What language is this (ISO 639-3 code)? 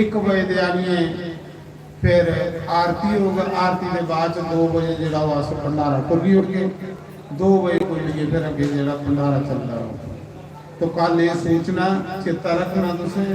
doi